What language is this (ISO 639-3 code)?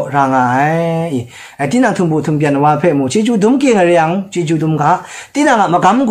kac